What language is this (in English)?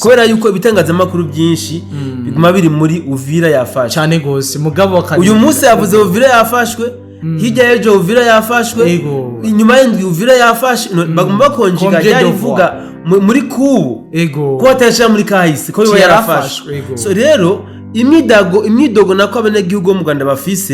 Rundi